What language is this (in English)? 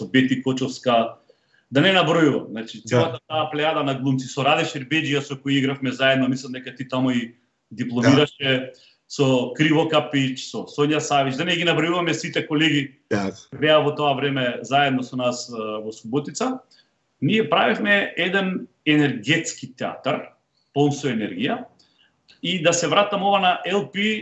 Macedonian